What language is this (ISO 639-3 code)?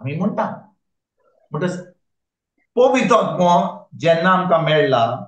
kok